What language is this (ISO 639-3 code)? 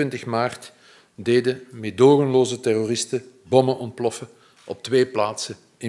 nld